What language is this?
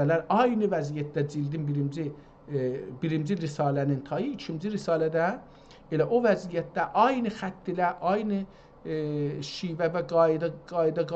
South Azerbaijani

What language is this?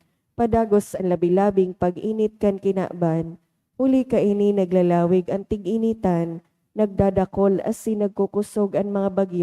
Bikol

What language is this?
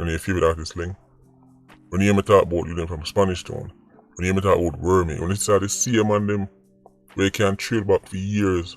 Jamaican Creole English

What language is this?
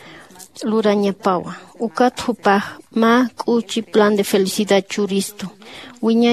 Aymara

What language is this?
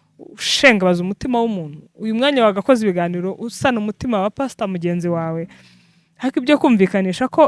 Kinyarwanda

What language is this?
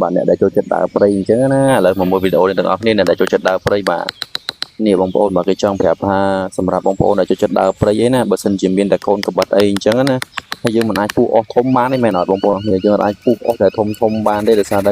Khmer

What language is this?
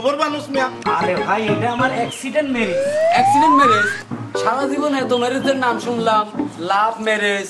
Bangla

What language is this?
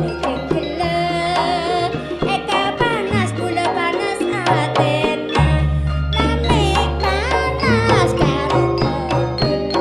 Madurese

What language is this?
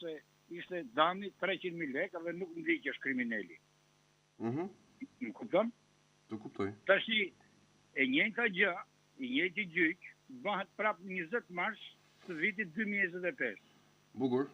Albanian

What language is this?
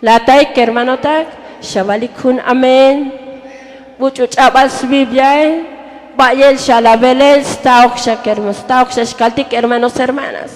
Tzotzil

